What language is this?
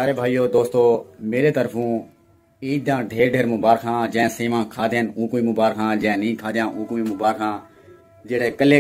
Saraiki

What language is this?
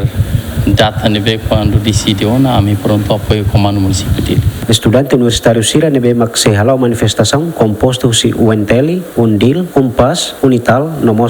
Tetum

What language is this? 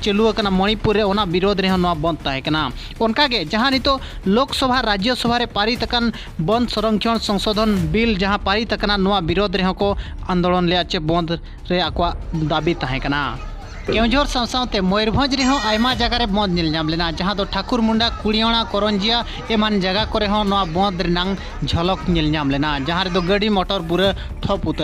Santali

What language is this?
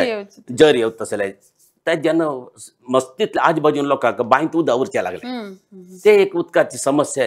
Konkani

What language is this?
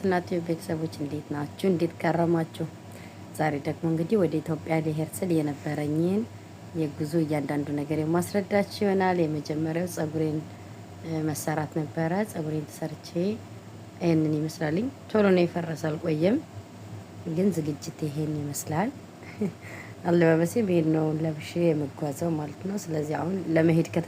Amharic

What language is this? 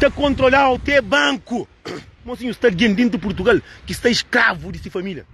Kabuverdianu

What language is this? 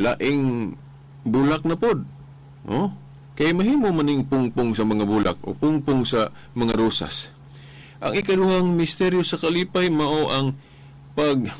Cebuano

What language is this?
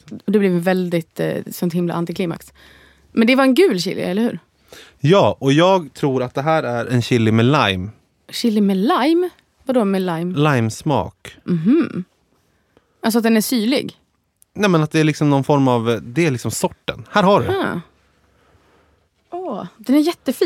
Swedish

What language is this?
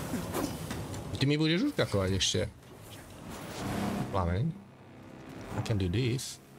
Slovak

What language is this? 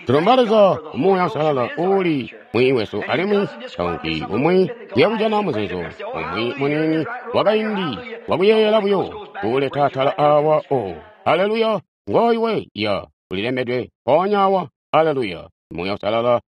Tonga (Zambia)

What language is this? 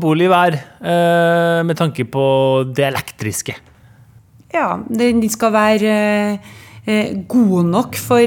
Norwegian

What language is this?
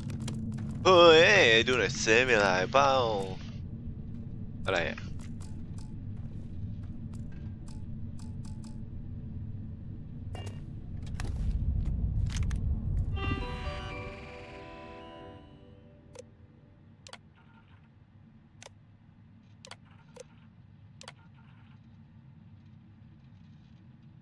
Thai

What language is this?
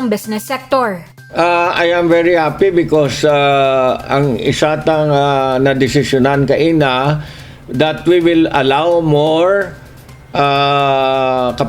Hiligaynon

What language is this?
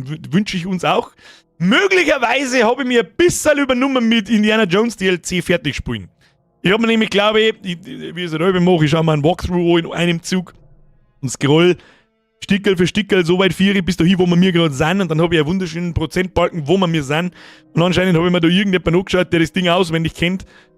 Bavarian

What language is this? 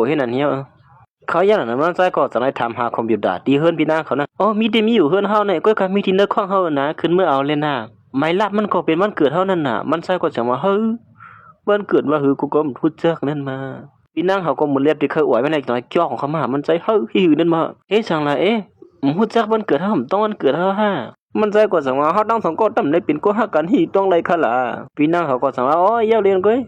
Shan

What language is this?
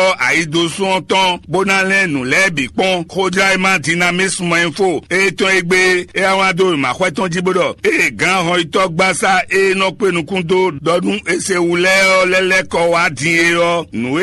Fon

